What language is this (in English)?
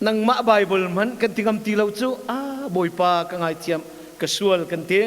Hakha Chin